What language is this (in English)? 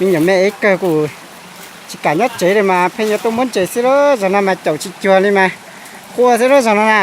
Hmong